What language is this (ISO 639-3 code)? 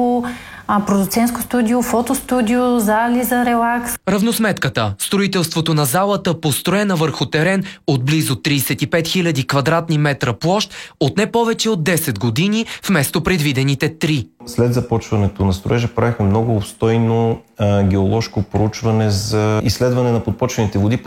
bul